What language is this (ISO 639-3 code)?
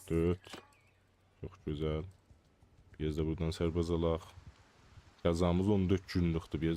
azb